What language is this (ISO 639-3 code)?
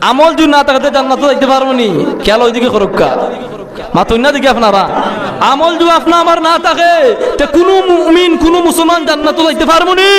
syl